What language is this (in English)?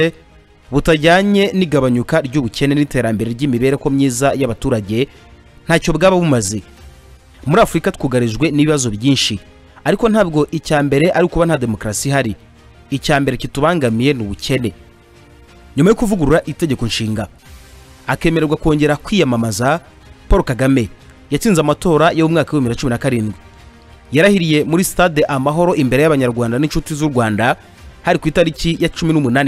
Kinyarwanda